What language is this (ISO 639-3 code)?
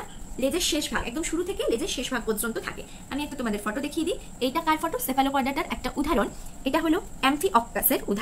ben